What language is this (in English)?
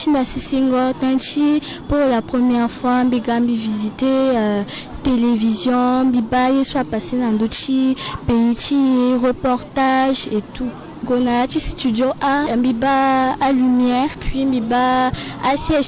Sango